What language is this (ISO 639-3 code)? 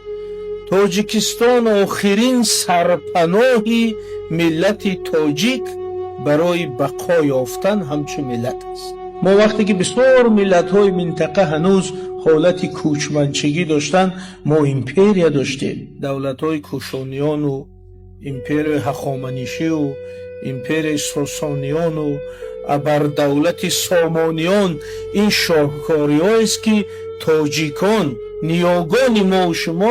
tgk